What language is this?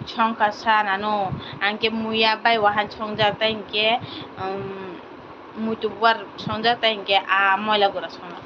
Kok Borok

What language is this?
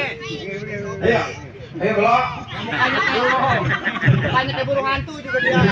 Betawi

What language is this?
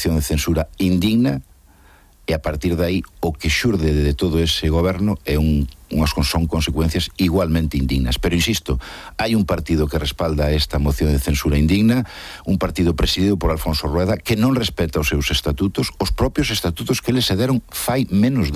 Galician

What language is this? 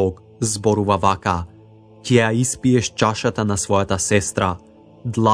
Macedonian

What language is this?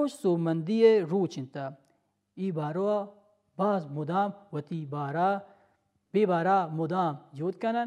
Baluchi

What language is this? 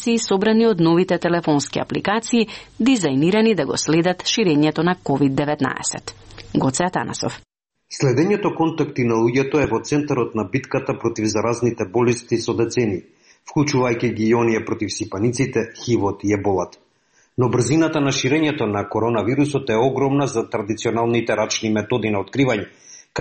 Macedonian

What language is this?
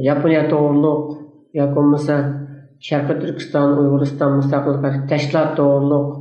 Uyghur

